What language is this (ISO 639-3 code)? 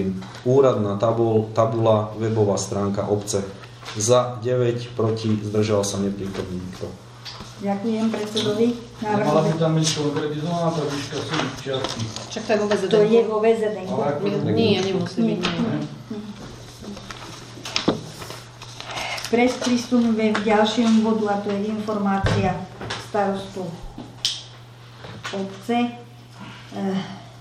slk